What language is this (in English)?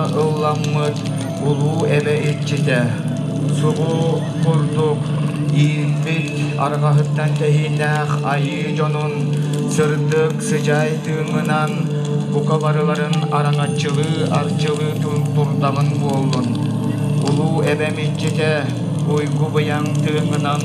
Yakut